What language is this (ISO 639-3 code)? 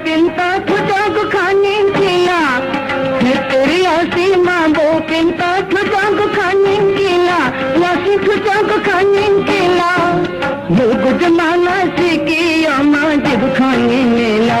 new